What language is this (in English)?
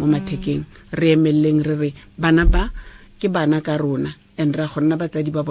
Tswana